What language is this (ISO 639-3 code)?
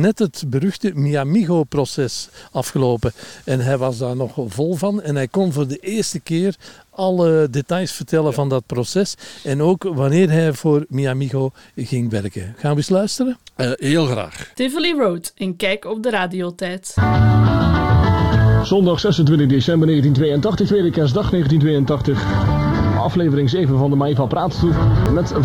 nld